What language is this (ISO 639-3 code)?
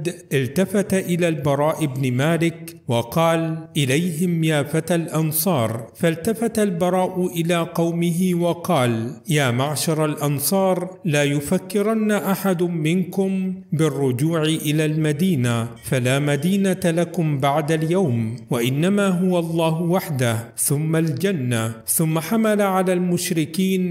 ara